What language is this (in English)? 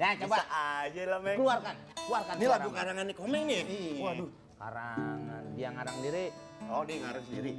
Betawi